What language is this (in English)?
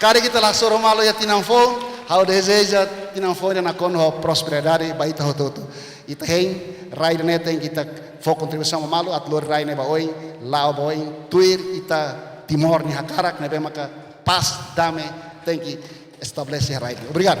Tetum